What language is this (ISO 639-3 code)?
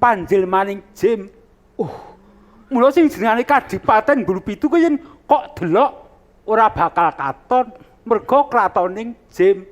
jav